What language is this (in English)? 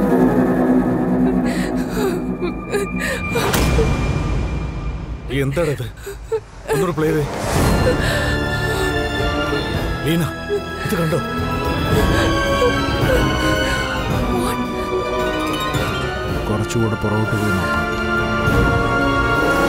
Malayalam